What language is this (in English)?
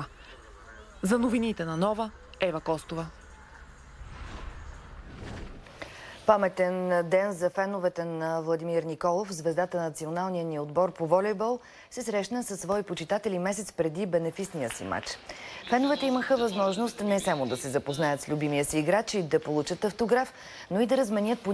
Bulgarian